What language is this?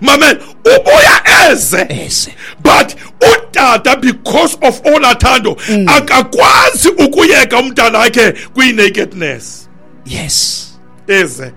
Xhosa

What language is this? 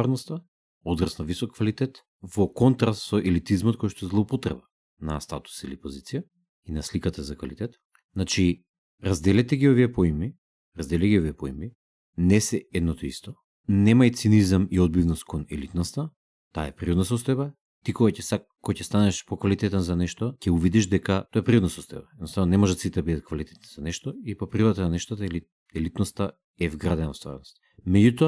Macedonian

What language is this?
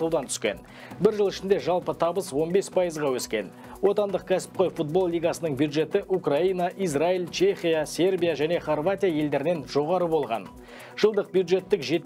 Kazakh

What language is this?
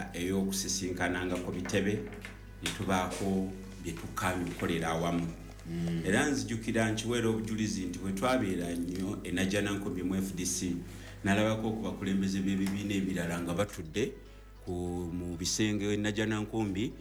Ganda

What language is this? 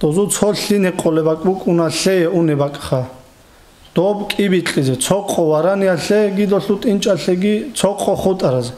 Avaric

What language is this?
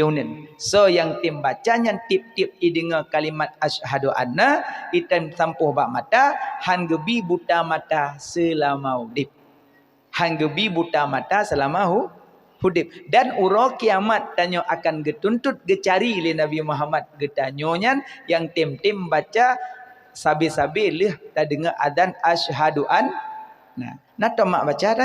Achinese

